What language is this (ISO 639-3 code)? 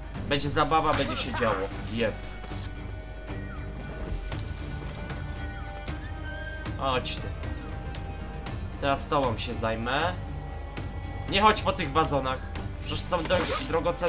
pol